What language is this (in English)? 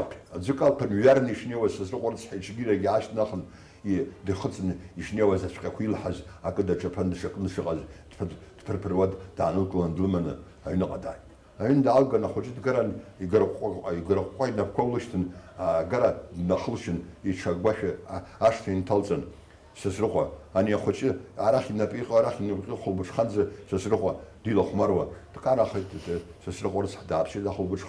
Abkhazian